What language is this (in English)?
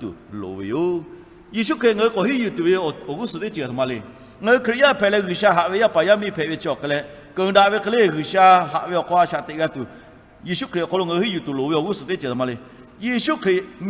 Lahu